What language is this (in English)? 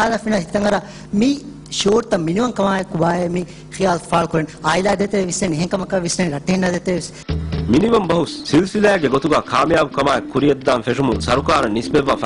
Divehi